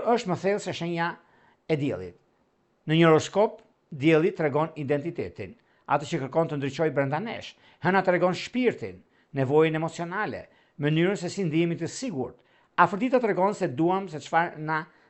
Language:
Albanian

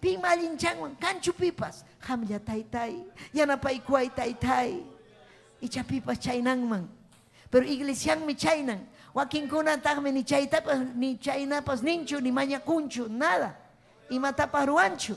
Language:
Ayacucho Quechua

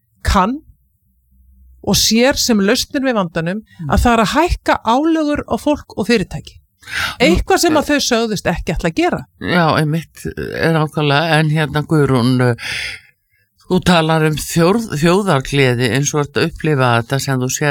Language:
Icelandic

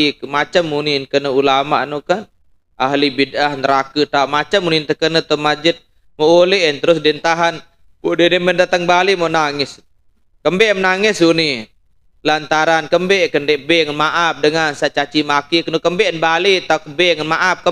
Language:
Sasak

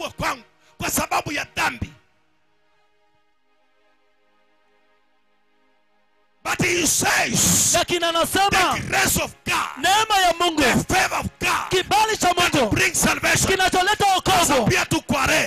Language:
Swahili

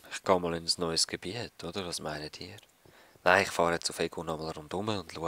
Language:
Swiss German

